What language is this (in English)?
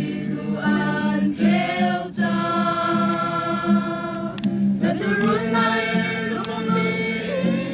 Hakha Chin